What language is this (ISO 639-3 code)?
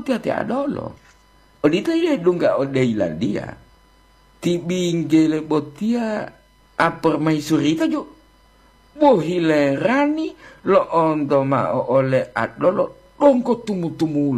gor